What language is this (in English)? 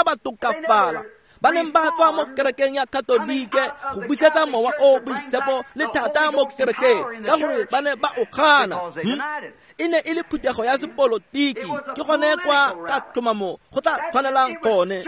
Tswana